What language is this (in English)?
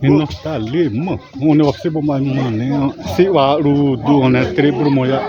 Xavánte